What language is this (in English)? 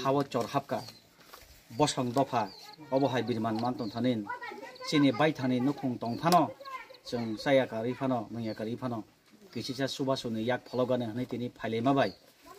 Kok Borok